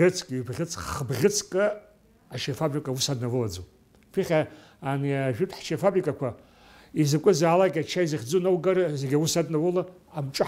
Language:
Abkhazian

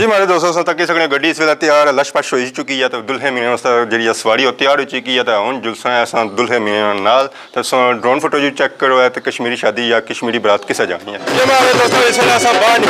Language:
Pahari-Potwari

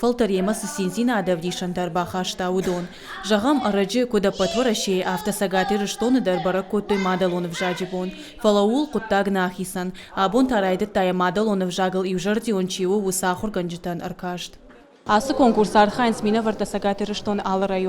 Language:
Ossetic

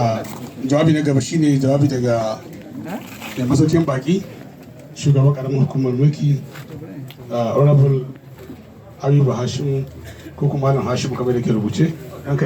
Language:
Hausa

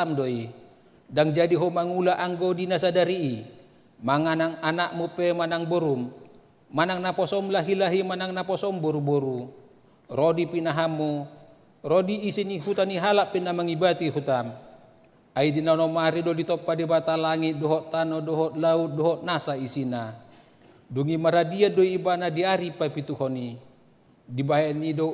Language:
Batak Toba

